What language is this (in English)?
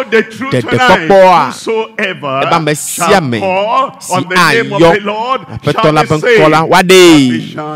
Ewe